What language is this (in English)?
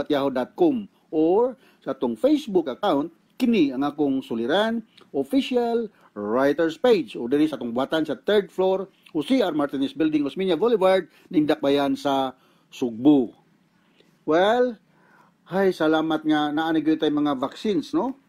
Cebuano